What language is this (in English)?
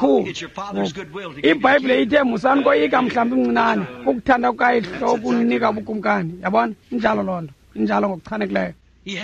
Xhosa